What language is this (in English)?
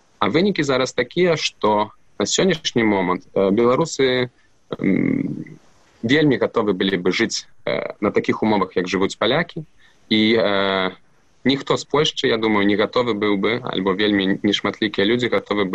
Belarusian